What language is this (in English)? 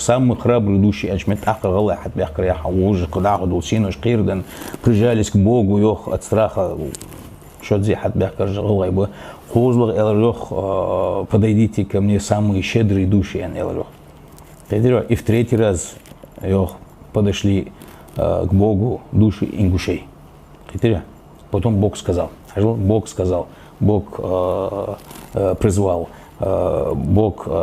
Ingush